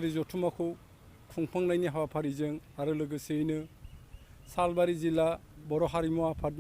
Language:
Bodo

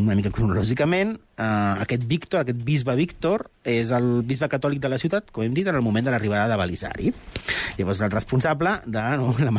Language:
Catalan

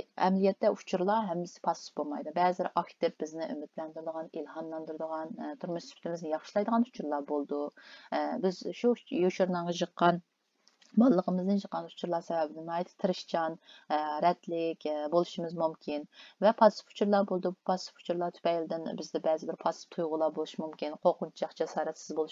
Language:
Uyghur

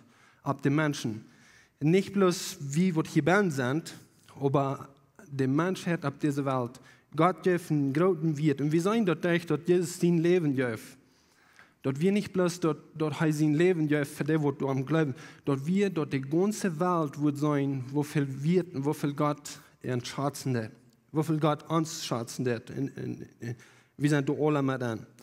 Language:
Plautdietsch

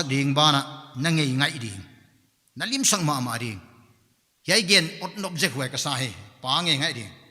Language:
Paite Chin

